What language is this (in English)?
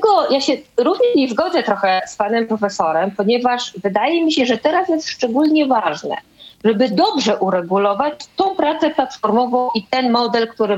Polish